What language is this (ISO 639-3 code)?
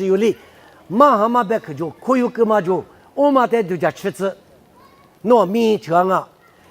lis